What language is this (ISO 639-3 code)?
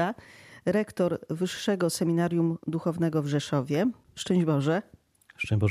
pol